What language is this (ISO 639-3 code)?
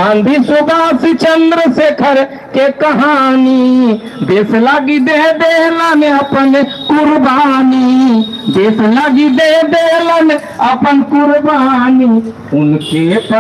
mag